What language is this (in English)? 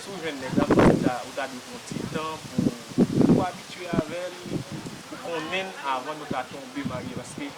Haitian Creole